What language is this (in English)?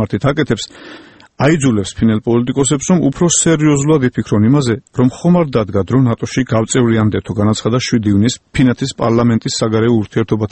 Georgian